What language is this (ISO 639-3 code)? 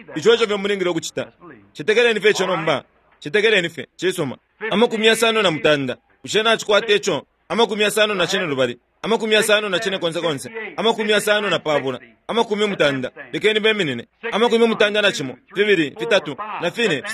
bem